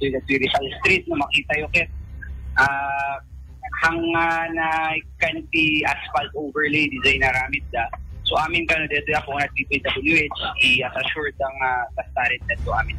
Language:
Iloko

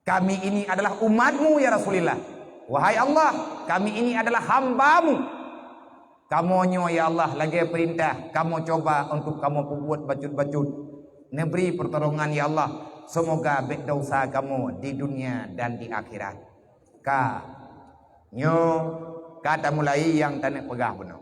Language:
Achinese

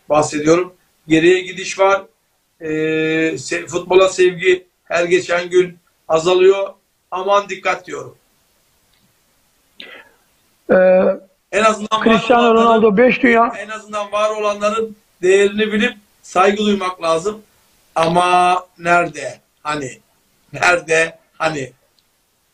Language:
Turkish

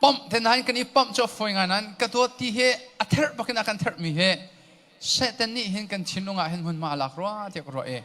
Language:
Hakha Chin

